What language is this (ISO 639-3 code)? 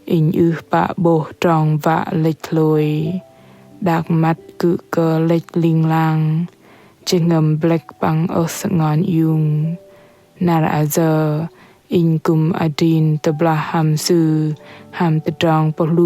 bdq